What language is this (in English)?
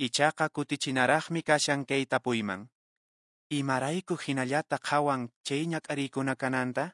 Quechua